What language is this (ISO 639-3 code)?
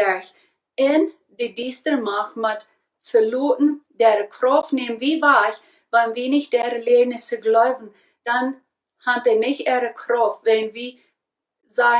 pdt